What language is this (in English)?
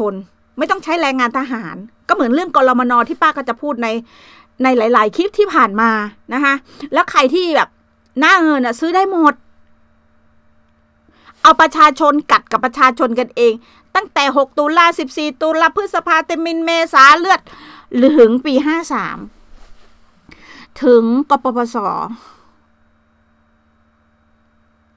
Thai